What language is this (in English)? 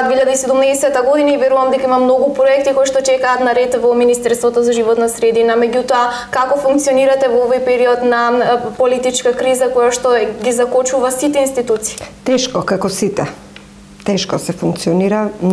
Macedonian